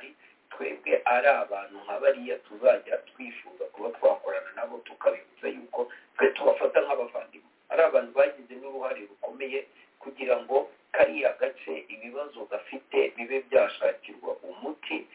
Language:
Kinyarwanda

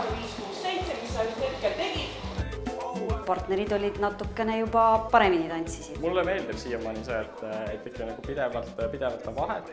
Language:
Estonian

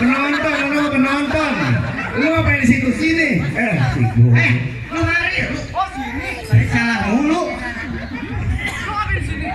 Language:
Betawi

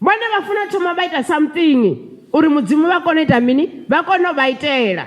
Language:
Venda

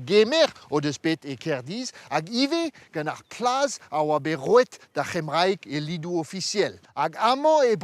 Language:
Breton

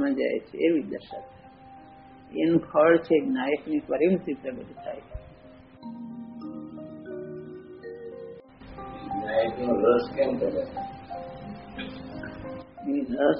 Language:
Gujarati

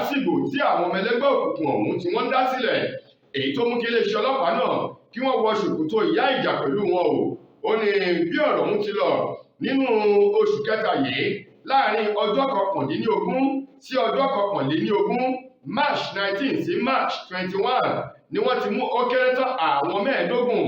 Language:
Yoruba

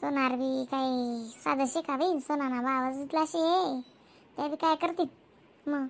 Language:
Khandesi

